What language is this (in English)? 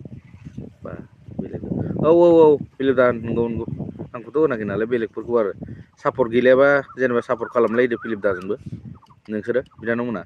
Bodo